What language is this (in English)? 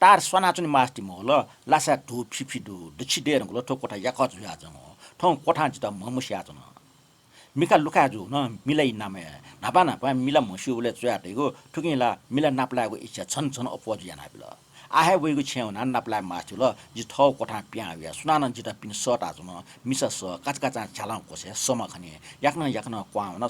Newari